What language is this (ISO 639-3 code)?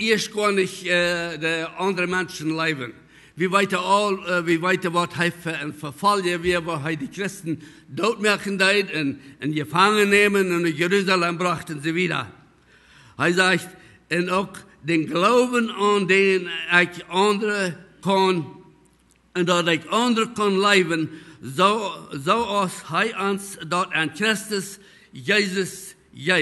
pdt